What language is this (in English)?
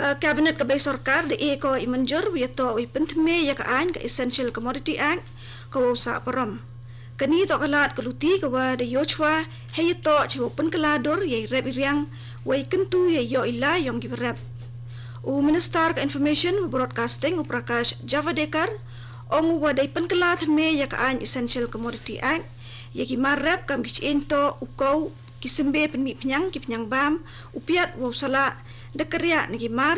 Khasi